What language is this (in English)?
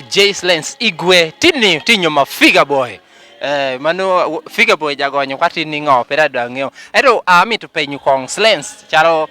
Lango (Uganda)